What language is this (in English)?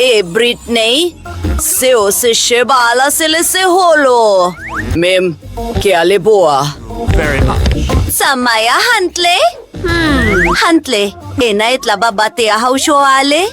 Southern Sotho